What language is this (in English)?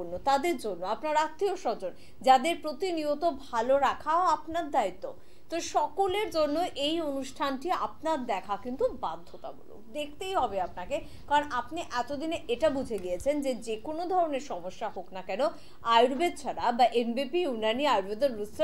Bangla